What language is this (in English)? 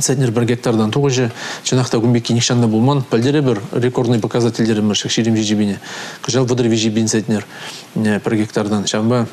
Chuvash